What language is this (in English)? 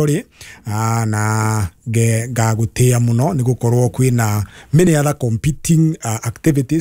Kikuyu